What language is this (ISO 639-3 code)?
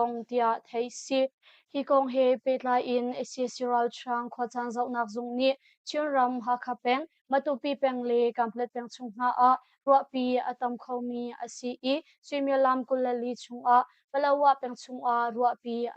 cnh